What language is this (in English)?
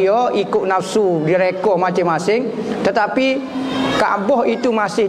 Malay